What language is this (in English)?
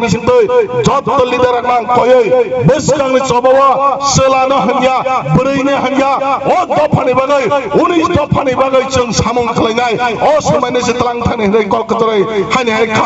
Kok Borok